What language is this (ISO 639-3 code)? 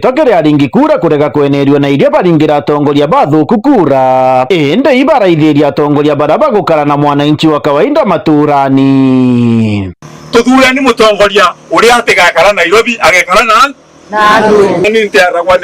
mer